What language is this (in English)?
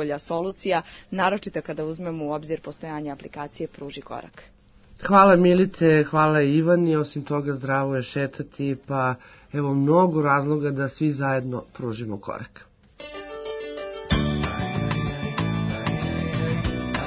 Serbian